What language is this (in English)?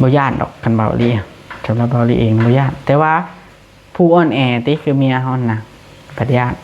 Lao